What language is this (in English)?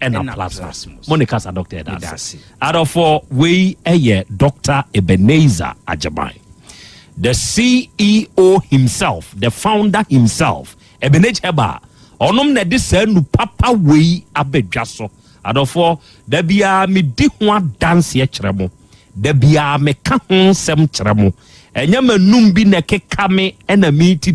Akan